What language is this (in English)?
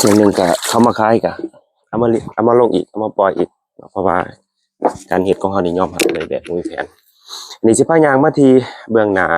Lao